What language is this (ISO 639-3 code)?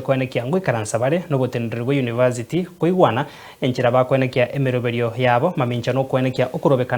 guz